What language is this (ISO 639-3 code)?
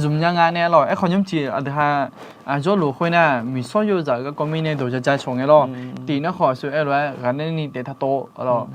ahk